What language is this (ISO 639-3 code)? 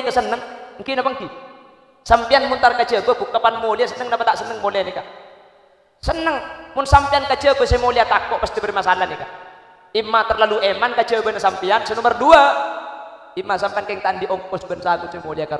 mad